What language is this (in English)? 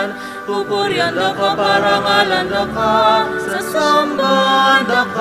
Pampanga